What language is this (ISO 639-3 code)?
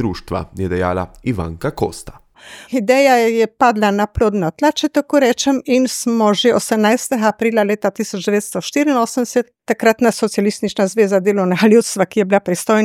slv